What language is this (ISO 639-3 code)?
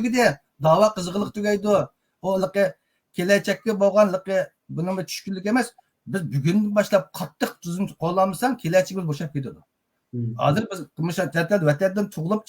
uig